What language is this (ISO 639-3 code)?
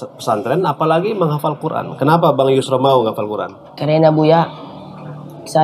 ind